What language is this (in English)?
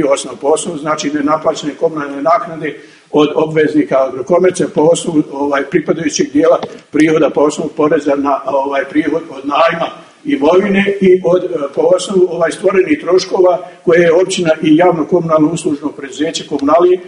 Bosnian